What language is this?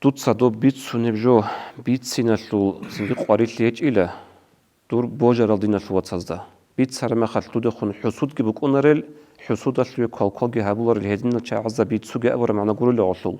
Avaric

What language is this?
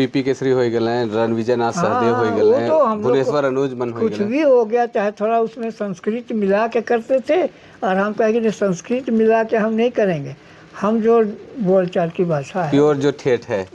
Sadri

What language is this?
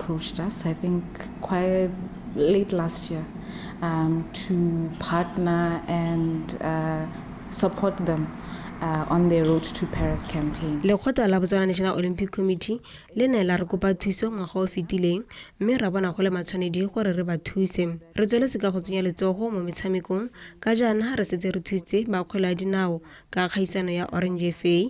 Tswana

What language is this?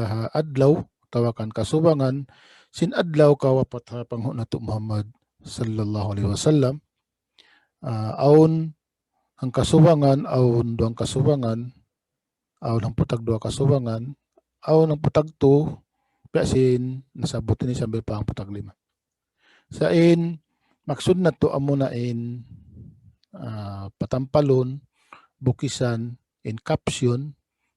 Tausug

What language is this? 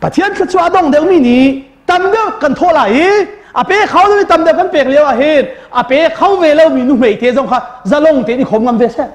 Hakha Chin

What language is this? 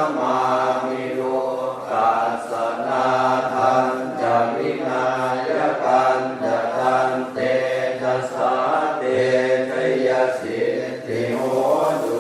Pali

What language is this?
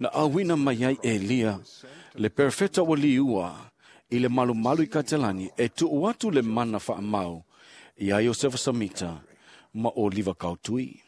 Samoan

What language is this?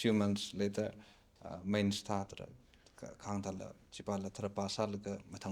Tangkhul Naga (India)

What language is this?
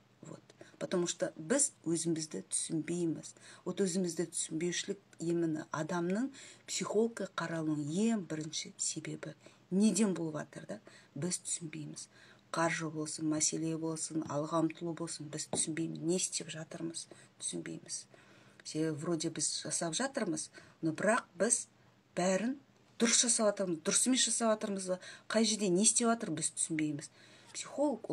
Kazakh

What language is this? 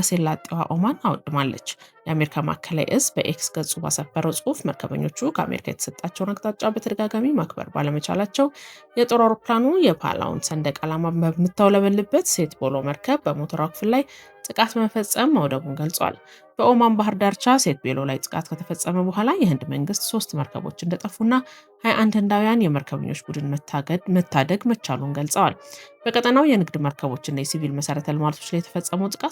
Amharic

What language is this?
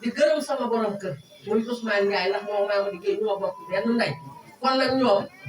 Wolof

